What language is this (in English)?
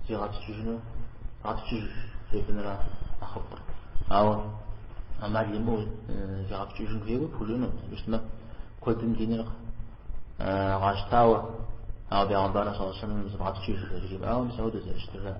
Kabardian